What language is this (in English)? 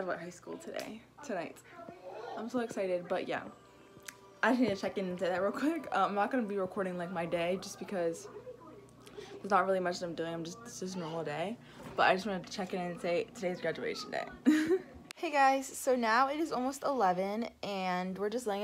English